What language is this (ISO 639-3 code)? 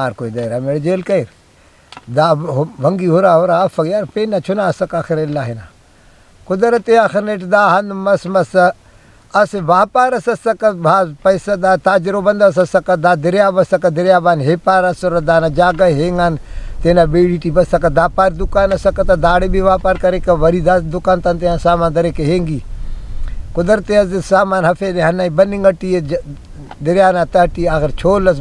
brh